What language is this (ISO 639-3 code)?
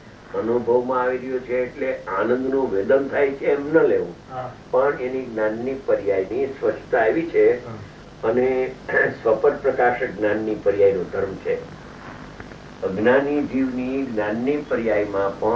guj